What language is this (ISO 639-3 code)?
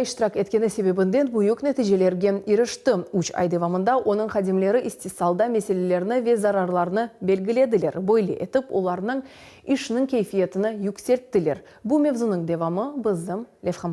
crh